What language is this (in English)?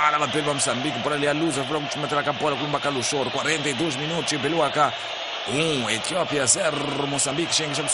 Tsonga